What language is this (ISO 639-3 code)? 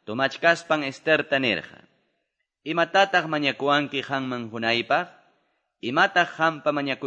que